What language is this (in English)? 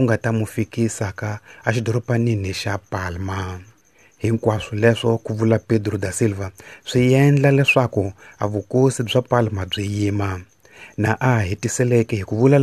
Tsonga